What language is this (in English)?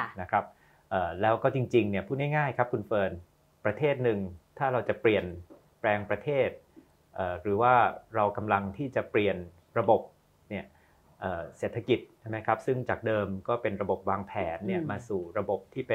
Thai